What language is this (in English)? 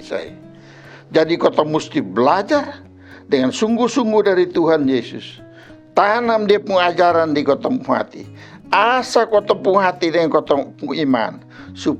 Kupang Malay